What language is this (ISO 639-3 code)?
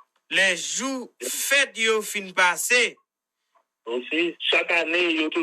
hat